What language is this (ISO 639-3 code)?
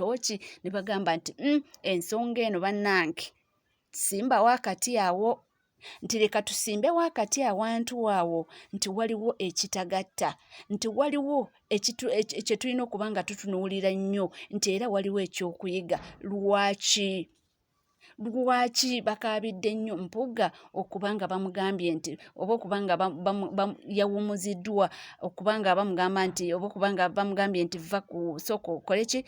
lug